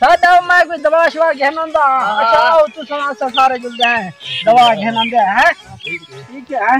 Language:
Saraiki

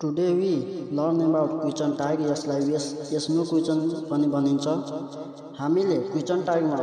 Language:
Nepali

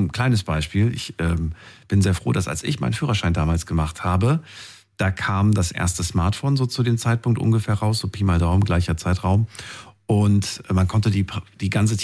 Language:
German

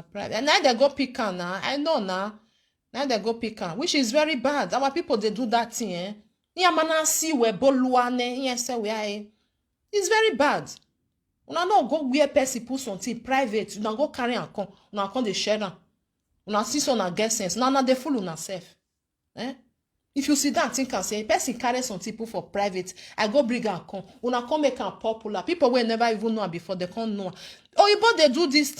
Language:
Nigerian Pidgin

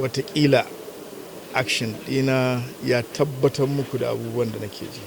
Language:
Hausa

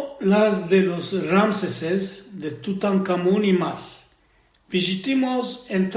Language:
Ladino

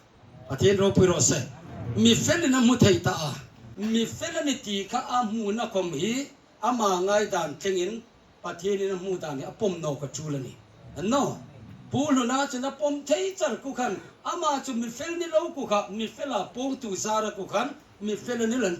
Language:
Hmar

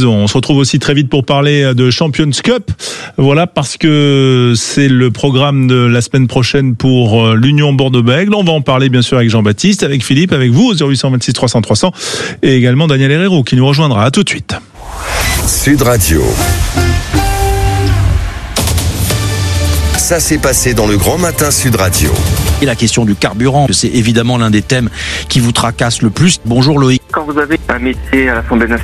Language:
French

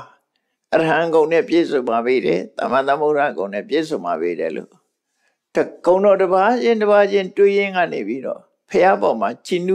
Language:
Burmese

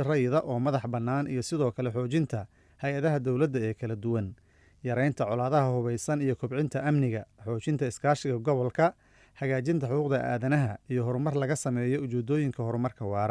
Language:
Somali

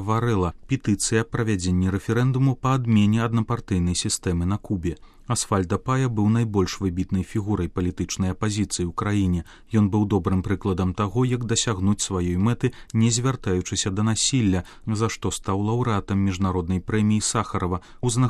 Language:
Belarusian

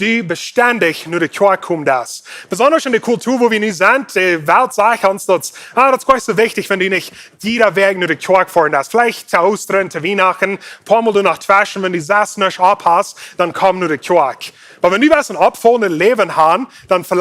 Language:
Plautdietsch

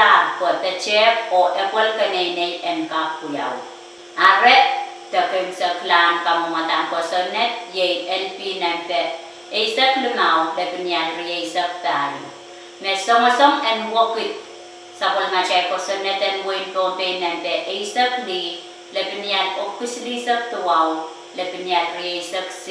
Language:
Pohnpeian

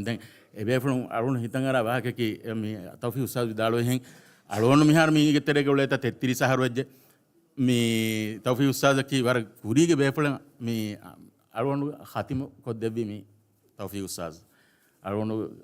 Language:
Divehi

